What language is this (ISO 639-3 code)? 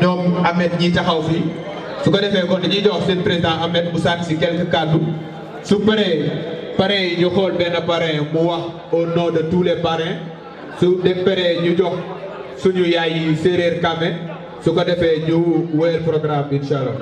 wol